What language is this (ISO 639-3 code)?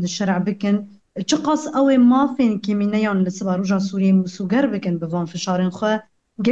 kur